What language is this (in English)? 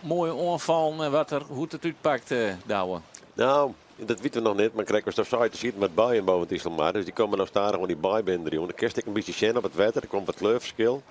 Western Frisian